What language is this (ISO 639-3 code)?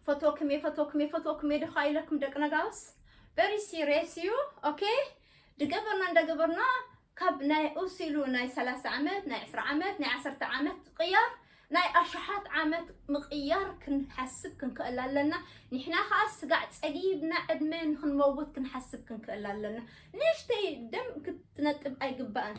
tir